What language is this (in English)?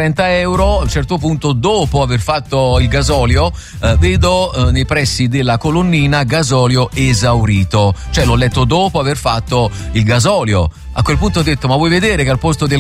Italian